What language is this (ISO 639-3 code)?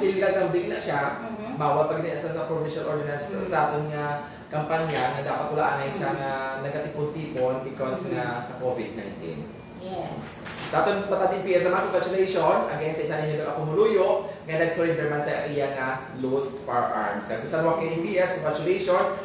hil